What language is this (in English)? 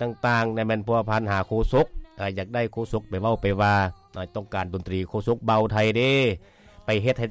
Lao